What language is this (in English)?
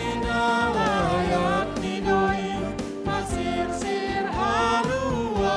Batak Simalungun